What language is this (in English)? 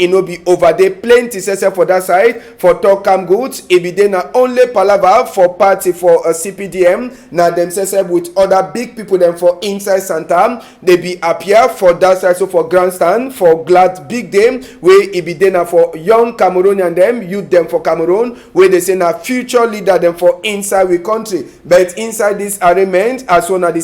Cameroon Pidgin